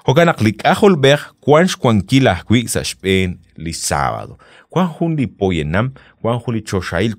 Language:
Kekchí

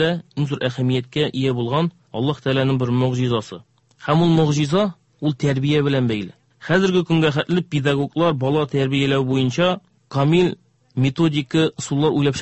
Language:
Tatar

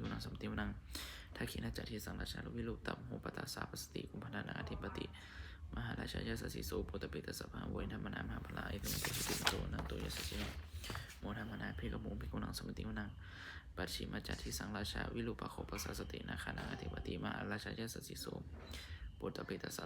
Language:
Pali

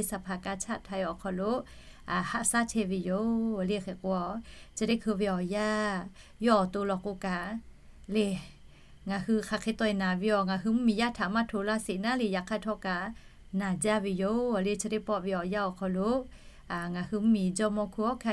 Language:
Lahu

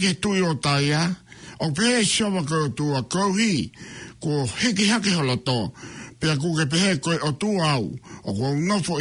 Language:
Tongan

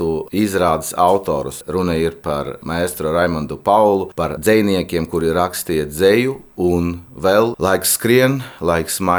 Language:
Latvian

